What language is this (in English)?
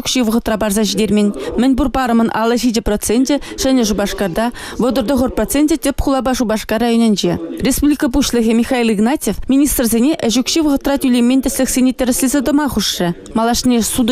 Chuvash